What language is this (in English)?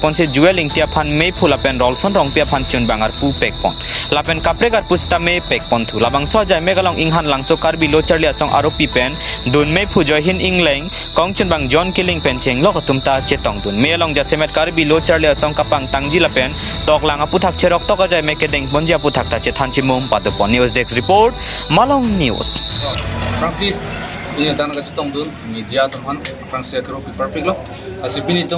Karbi